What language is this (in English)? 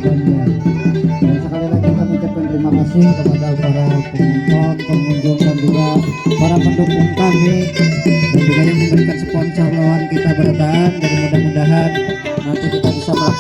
Banjar